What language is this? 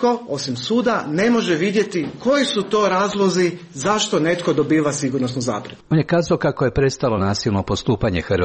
Croatian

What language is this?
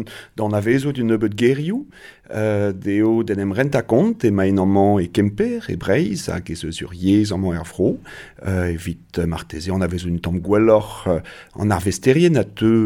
Breton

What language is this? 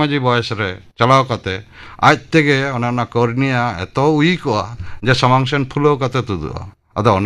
Santali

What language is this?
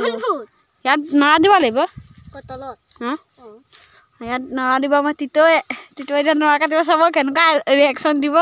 Assamese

